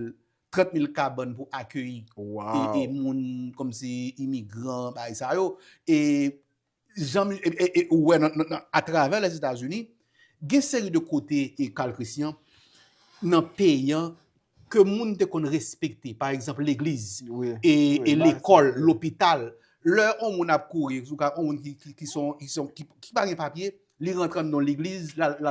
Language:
Haitian Creole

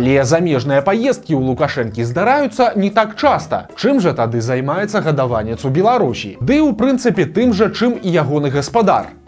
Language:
Belarusian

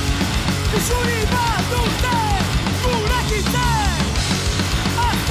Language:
Basque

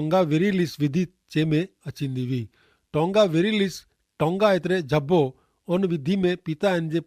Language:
Kachhi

